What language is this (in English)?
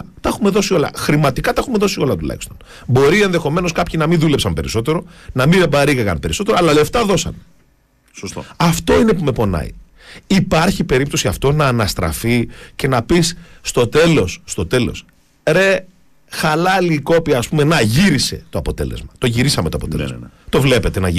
Greek